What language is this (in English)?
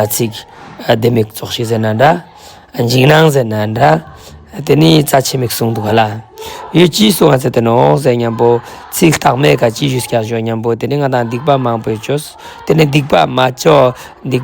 Ladakhi